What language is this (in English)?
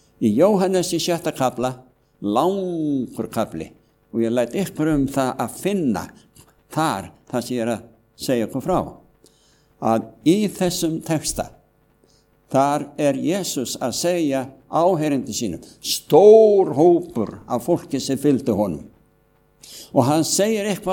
Icelandic